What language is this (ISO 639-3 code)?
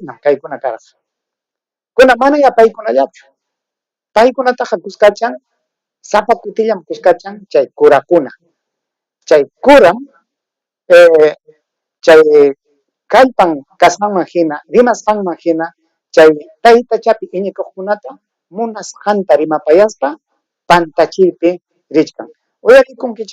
quy